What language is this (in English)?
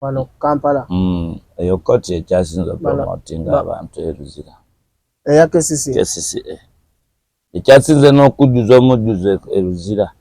Ganda